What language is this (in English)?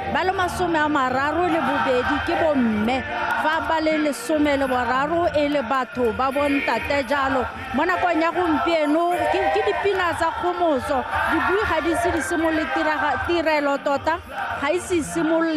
Tswana